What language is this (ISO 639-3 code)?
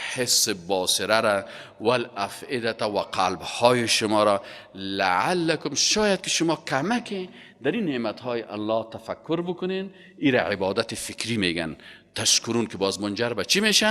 fas